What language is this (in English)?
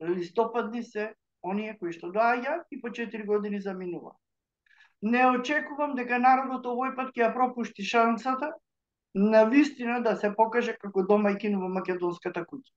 Macedonian